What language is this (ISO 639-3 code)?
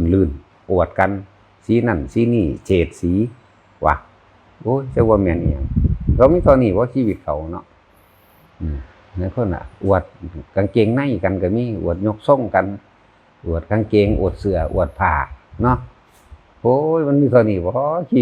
tts